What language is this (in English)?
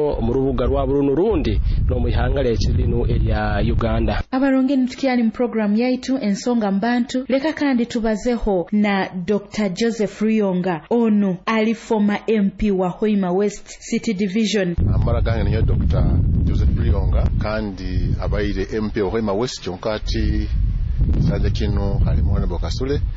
Nyoro